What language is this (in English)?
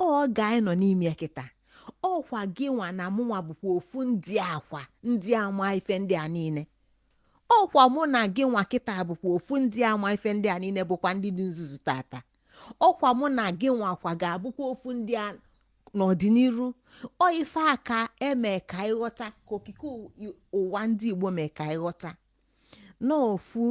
Igbo